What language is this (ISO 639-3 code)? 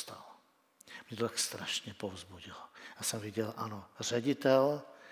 ces